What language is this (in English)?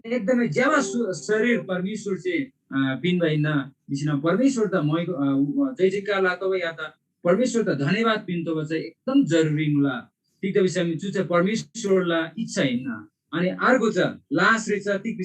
Eastern Tamang